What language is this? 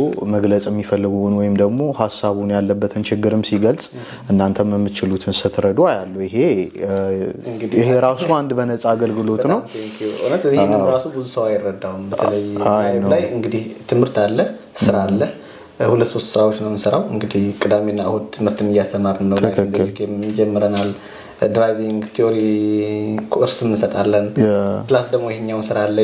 Amharic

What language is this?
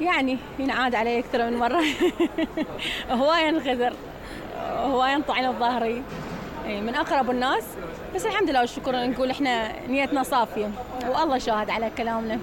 Mesopotamian Arabic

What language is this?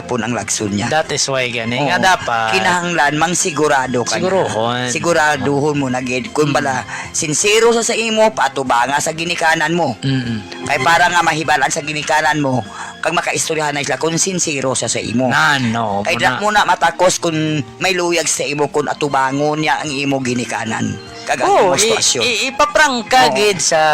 Hiligaynon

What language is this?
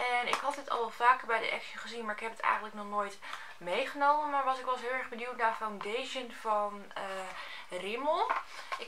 Dutch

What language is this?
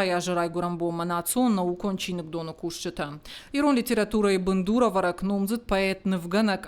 Ossetic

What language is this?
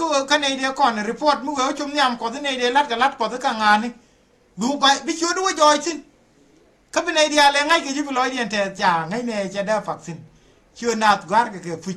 Nuer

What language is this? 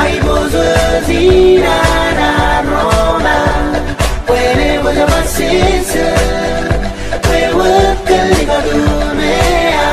Pohnpeian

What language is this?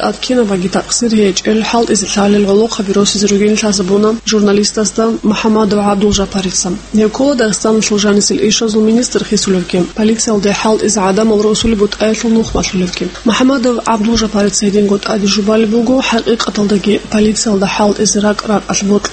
Avaric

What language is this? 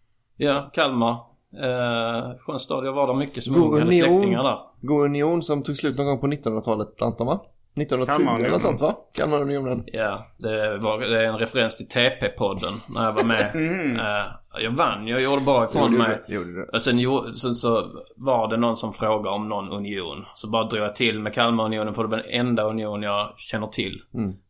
Swedish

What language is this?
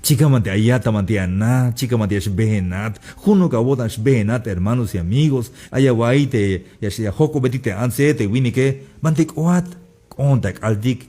Tzeltal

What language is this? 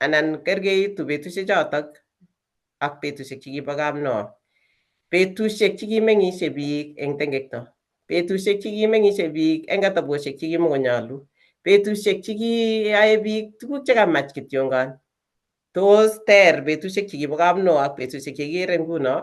Kalenjin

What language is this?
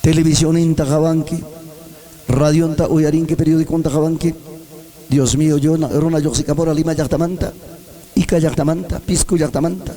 Ayacucho Quechua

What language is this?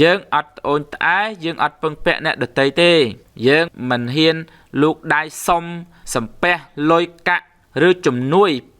Khmer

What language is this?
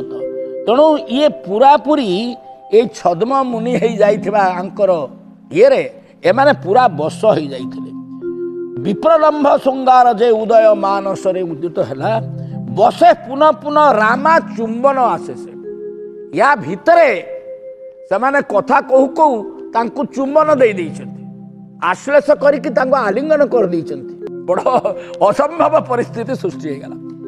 Odia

